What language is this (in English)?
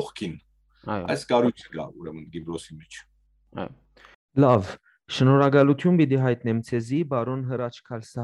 Western Armenian